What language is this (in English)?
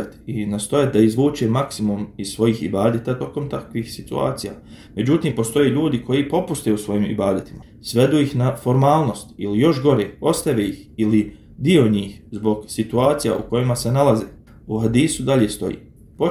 Bosnian